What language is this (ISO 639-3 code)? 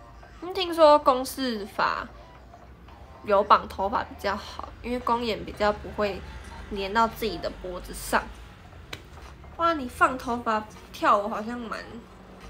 zho